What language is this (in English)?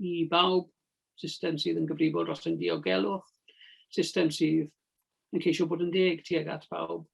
Welsh